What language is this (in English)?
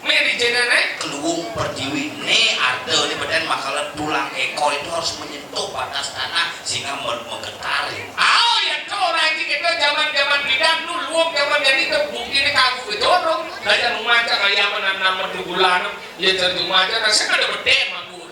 Balinese